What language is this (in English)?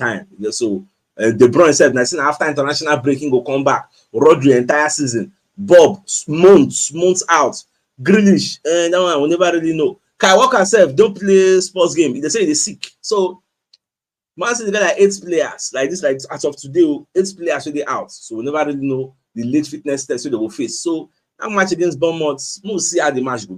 Nigerian Pidgin